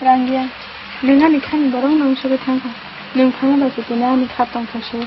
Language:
Kok Borok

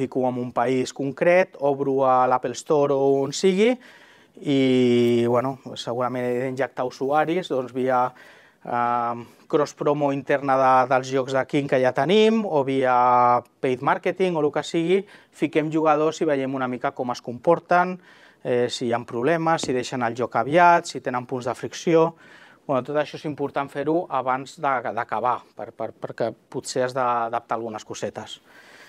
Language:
Catalan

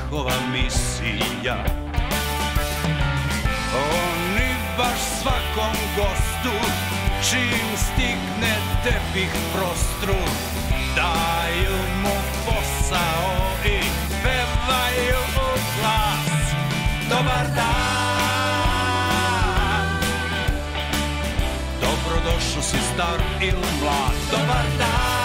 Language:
Serbian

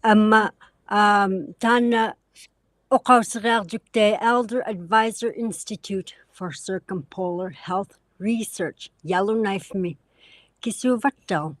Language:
Inuktitut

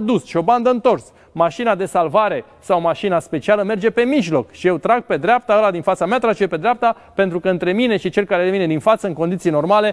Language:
Romanian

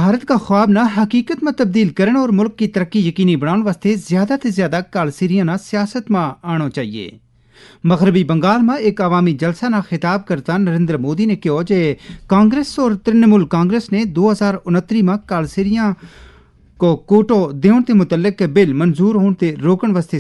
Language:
Gujari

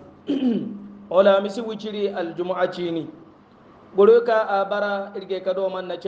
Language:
Hausa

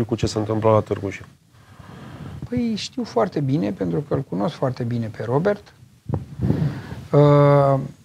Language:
Romanian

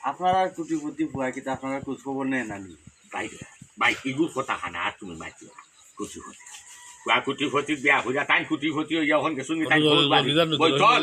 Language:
Sylheti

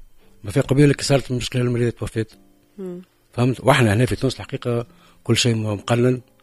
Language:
Tunisian Arabic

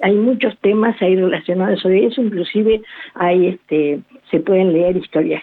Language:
Spanish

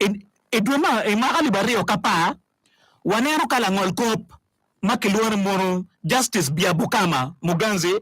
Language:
Acoli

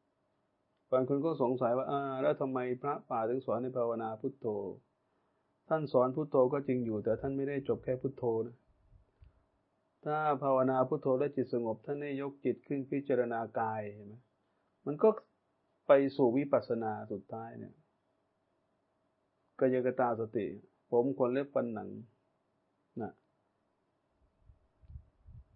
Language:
Thai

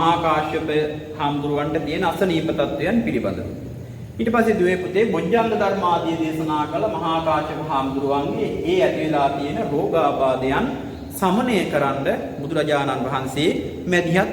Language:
Sinhala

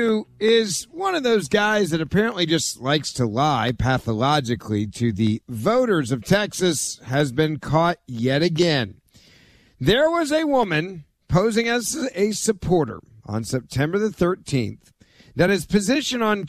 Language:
English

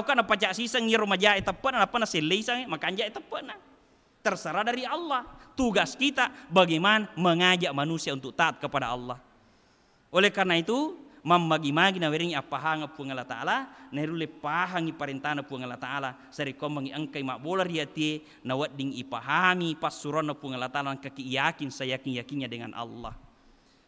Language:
Buginese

